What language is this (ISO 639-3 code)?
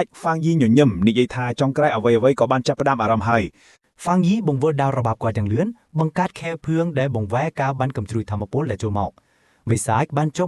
khm